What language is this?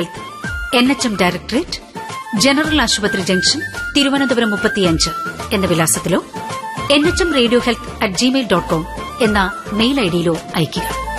Malayalam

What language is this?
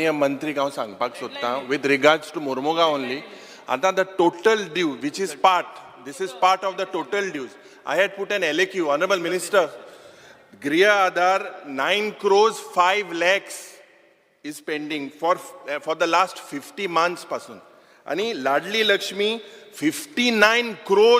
Konkani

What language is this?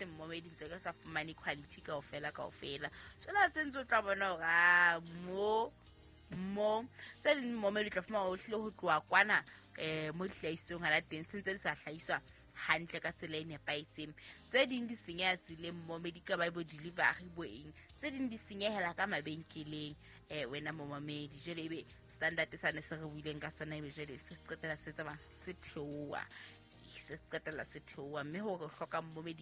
Southern Sotho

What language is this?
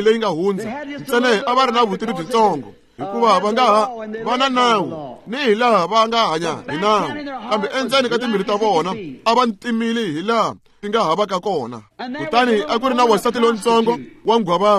Tsonga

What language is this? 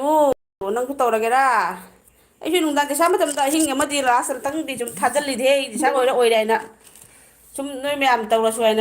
Manipuri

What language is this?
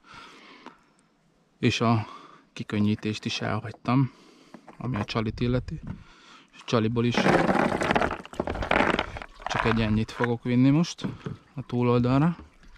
Hungarian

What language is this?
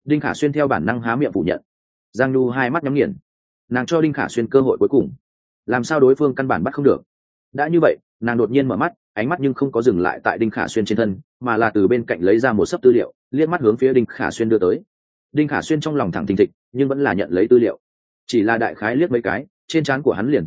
Vietnamese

